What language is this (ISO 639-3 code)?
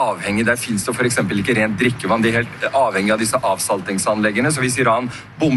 nor